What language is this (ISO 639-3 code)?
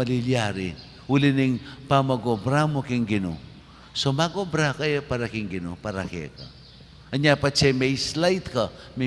pam